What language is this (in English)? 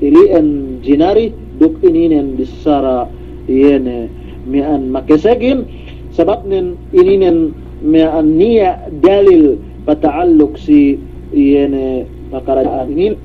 Yakan